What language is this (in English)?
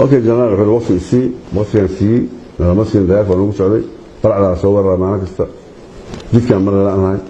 Somali